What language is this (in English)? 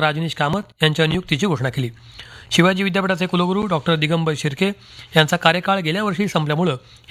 Marathi